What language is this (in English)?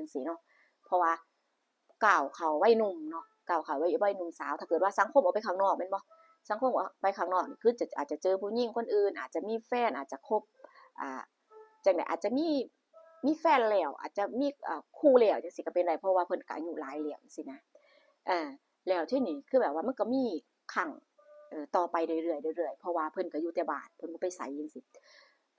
Northeastern Thai